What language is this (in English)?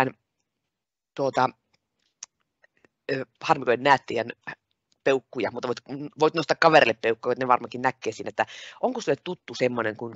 Finnish